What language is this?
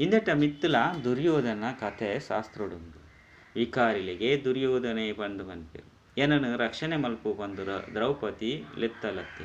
Tulu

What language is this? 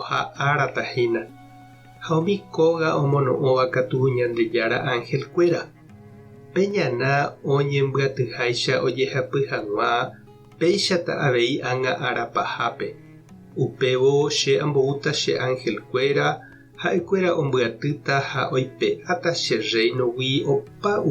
Guarani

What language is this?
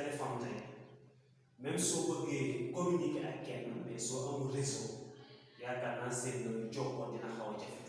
Wolof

